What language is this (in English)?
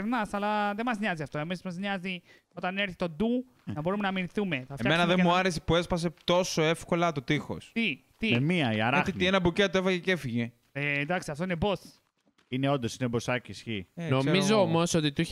Greek